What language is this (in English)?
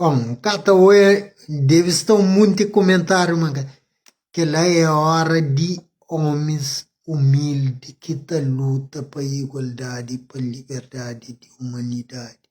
Kabuverdianu